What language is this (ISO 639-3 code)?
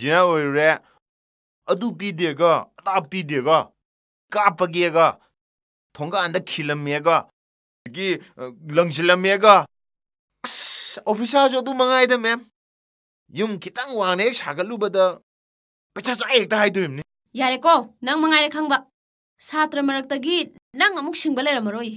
mni